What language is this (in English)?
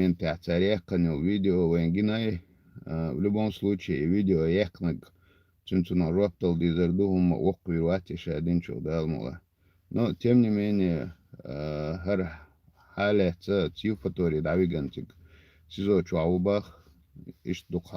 Chechen